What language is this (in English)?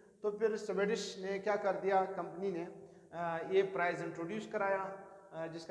Hindi